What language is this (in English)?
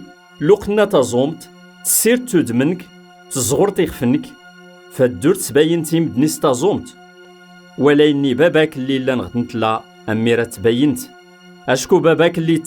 Kabyle